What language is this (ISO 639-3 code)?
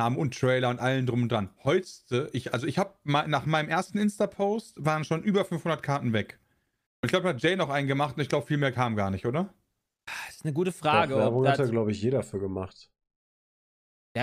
deu